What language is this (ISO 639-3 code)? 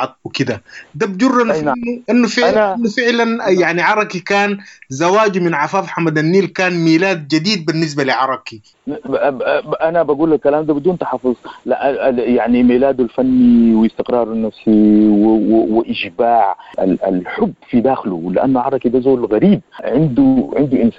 apd